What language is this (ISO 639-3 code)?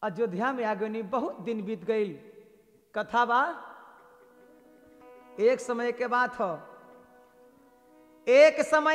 bho